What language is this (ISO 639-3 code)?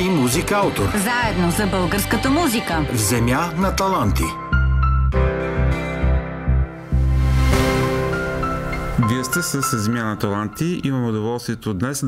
bul